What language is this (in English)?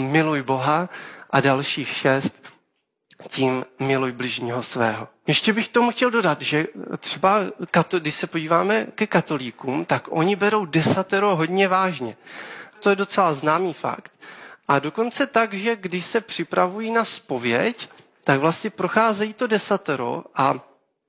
Czech